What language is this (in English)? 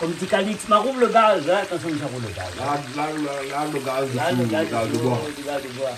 Réunion Creole French